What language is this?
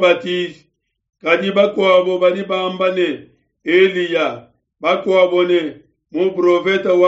Luba-Lulua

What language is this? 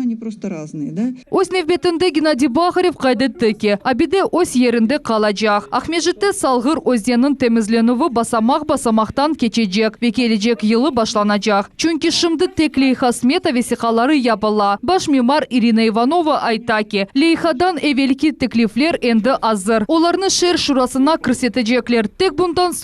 Crimean Tatar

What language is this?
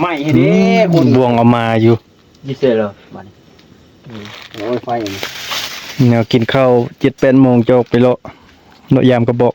Northeastern Thai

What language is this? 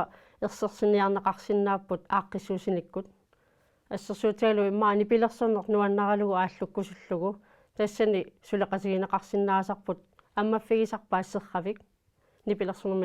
Kalaallisut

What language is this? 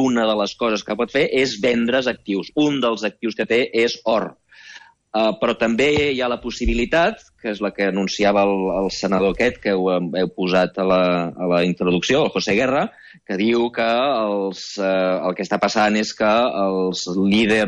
Catalan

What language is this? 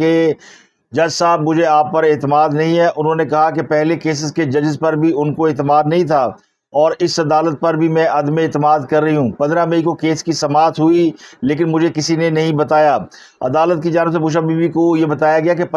Urdu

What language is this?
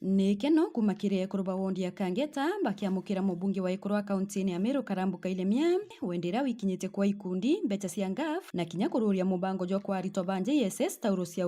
Meru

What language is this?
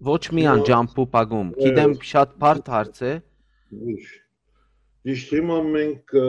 Western Armenian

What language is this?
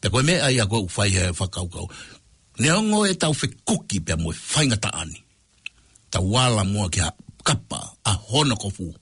Tongan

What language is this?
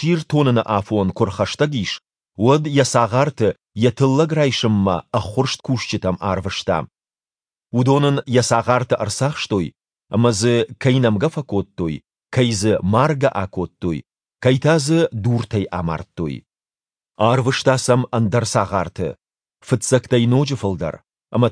Ossetic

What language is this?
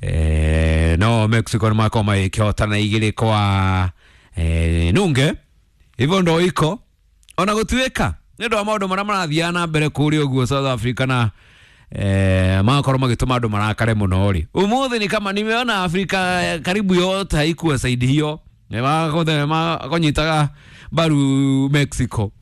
Kikuyu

